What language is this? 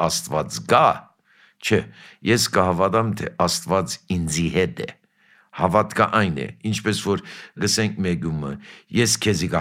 Armenian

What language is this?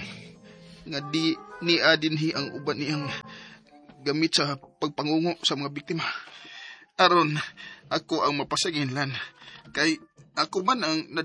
Cebuano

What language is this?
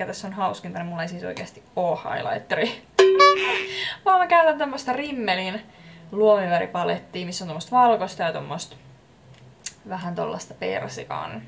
Finnish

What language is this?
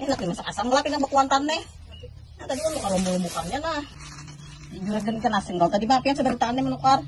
Banjar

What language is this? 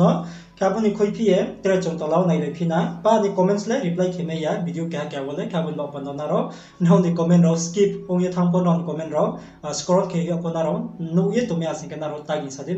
Riang (India)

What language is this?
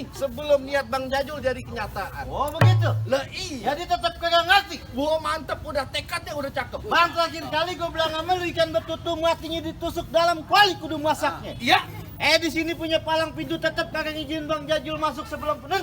Betawi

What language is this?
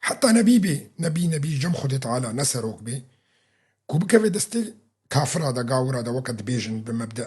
Kurdish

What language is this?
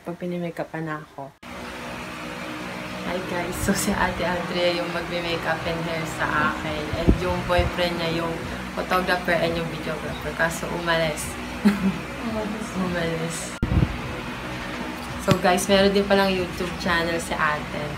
Filipino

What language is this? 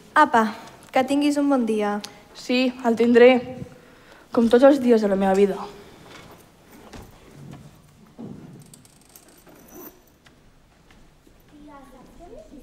Catalan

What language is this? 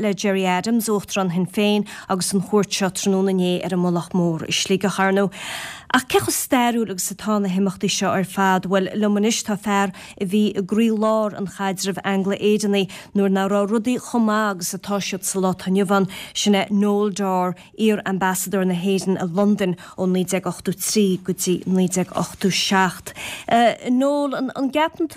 Irish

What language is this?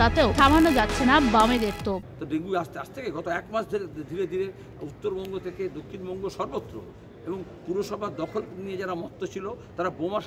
Bangla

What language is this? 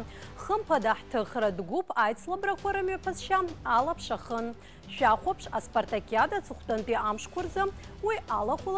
Abkhazian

